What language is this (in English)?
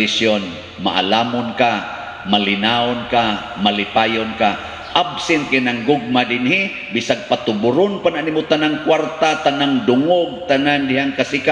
Cebuano